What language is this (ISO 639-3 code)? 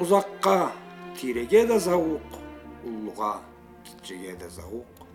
krc